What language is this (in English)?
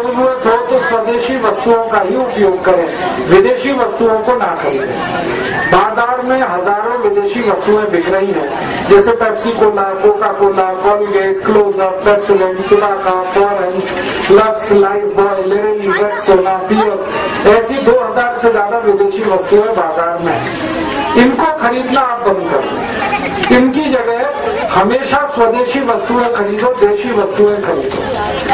Hindi